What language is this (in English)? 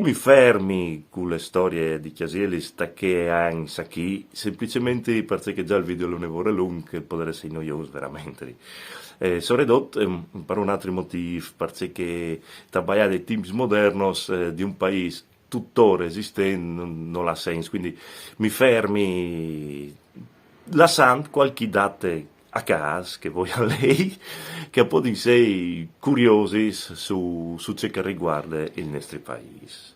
Friulian